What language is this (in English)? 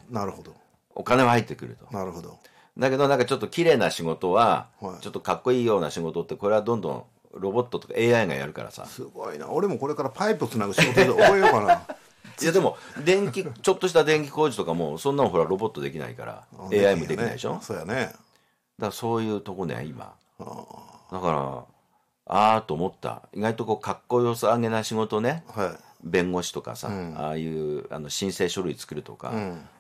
Japanese